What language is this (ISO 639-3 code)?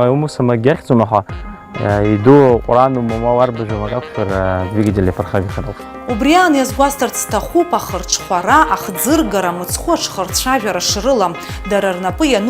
abk